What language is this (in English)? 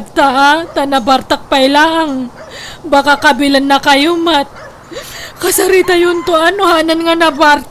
Iloko